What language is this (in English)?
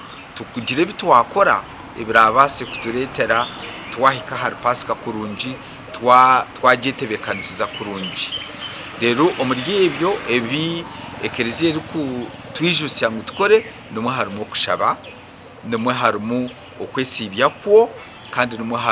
Nyankole